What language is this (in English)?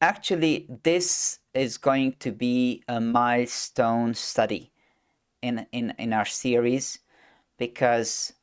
English